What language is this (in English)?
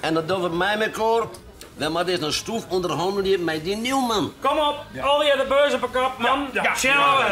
Western Frisian